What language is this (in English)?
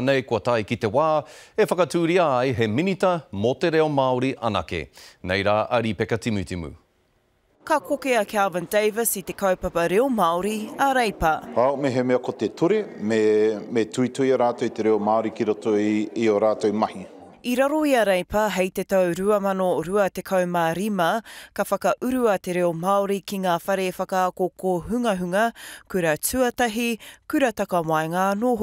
Māori